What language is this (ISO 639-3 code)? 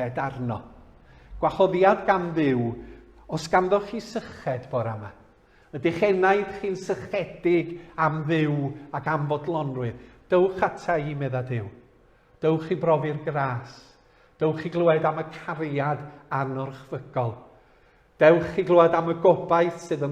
cym